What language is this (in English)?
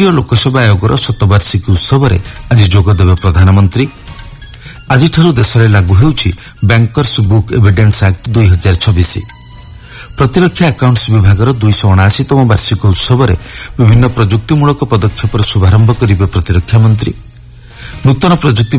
Odia